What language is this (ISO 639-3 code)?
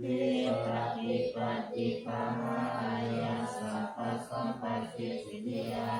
pli